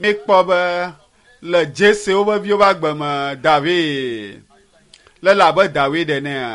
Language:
Ewe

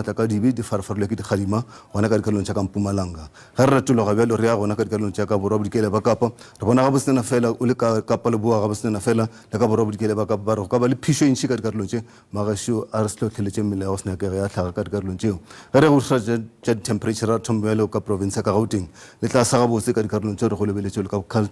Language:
Northern Sotho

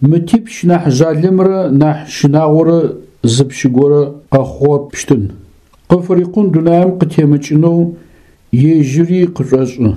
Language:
Adyghe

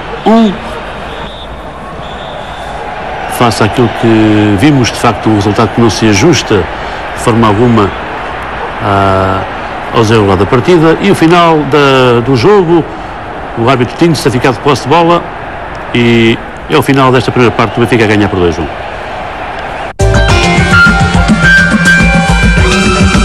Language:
Portuguese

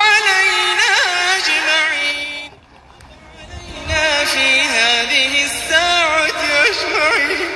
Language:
Ngazidja Comorian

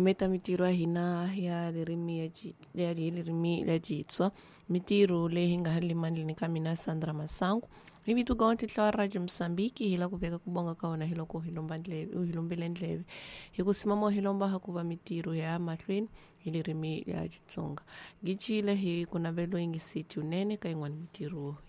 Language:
Tsonga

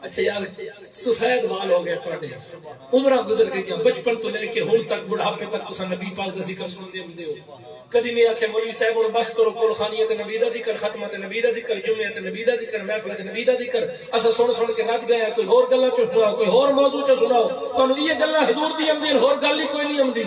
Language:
Saraiki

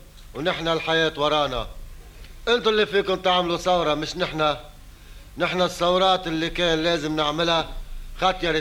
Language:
North Levantine Arabic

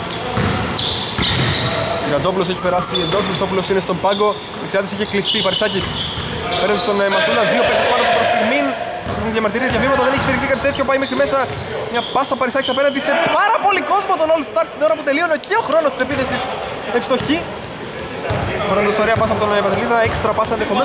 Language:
Greek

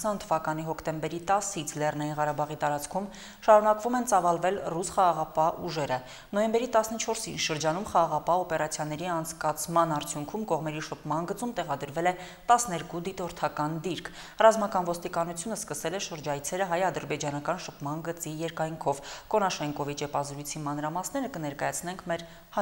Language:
Armenian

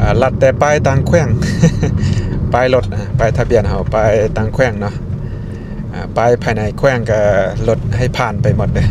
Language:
Lao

